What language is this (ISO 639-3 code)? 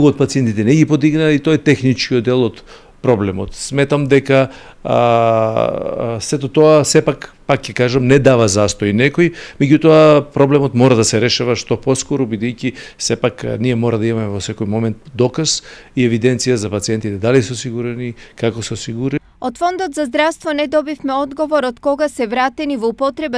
mkd